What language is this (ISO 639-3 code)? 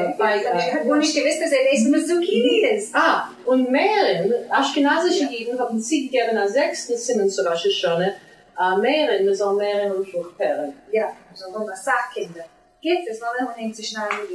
yid